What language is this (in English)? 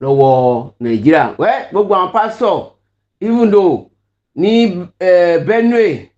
Yoruba